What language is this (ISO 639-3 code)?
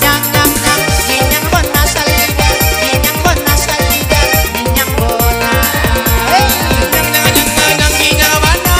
min